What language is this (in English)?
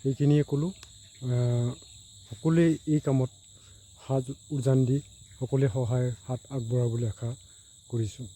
Assamese